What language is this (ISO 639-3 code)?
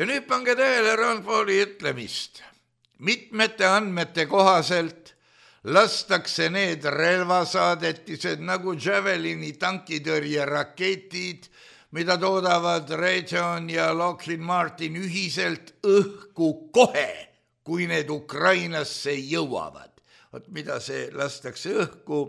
est